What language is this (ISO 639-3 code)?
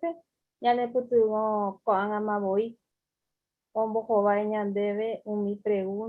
grn